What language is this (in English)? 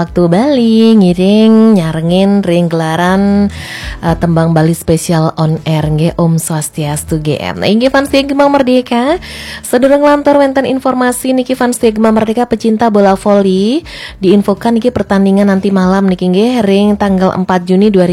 Balinese